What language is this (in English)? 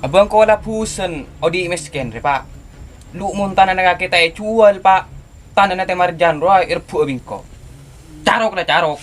Madurese